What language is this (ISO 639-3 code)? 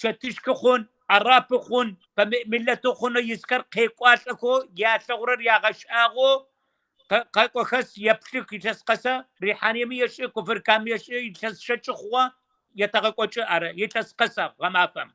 kbd